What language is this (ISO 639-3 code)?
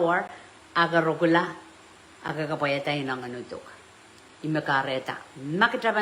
pon